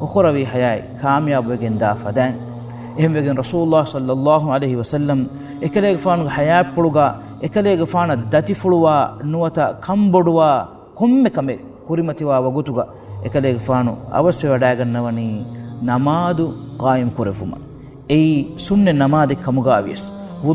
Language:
Divehi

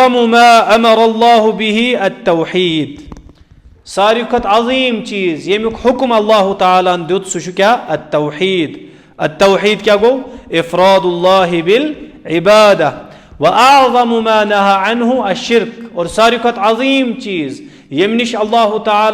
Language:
Kashmiri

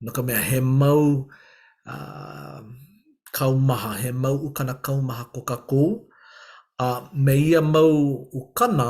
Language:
Hawaiian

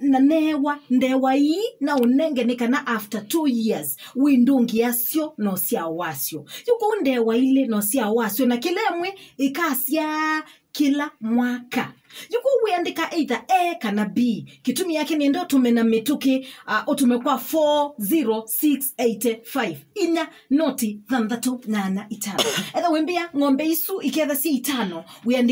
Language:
Kamba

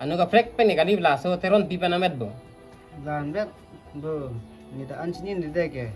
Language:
Karbi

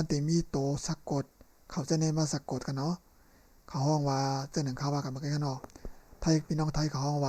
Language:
Shan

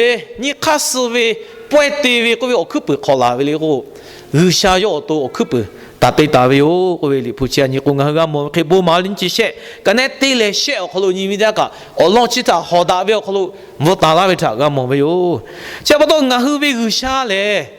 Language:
Lahu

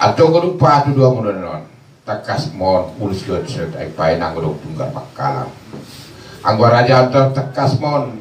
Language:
Batak Toba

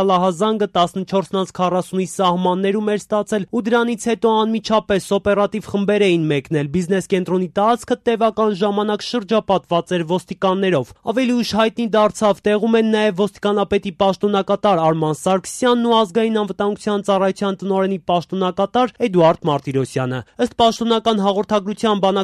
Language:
Armenian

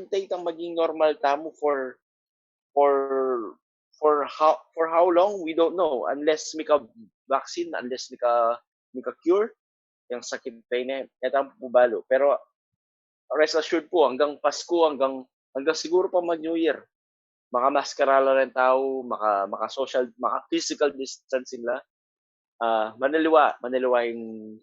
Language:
Pampanga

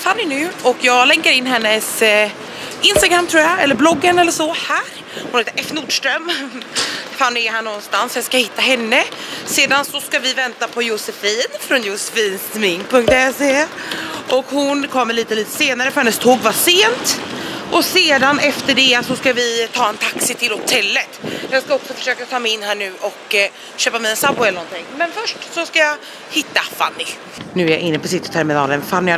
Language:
Swedish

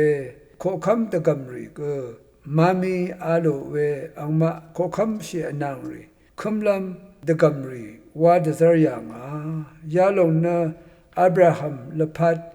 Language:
Rawang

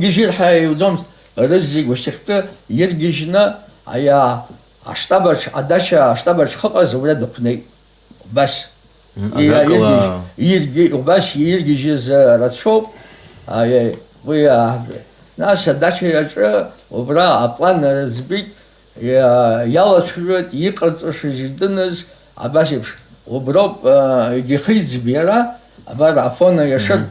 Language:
Abkhazian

